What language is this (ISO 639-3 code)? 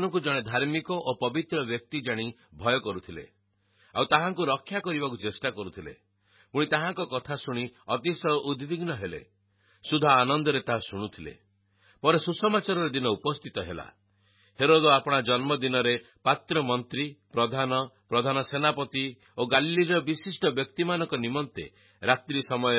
ori